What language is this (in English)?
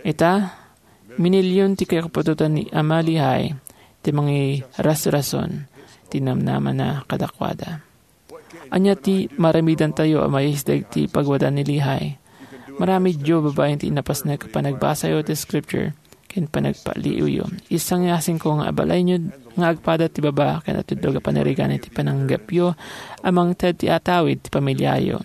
Iloko